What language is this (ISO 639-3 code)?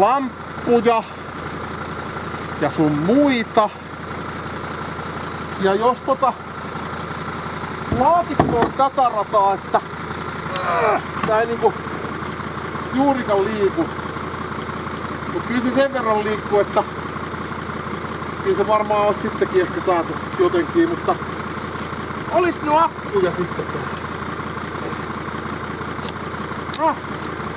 fin